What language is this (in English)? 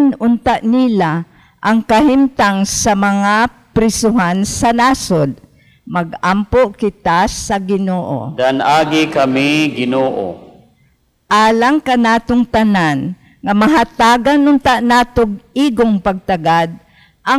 Cebuano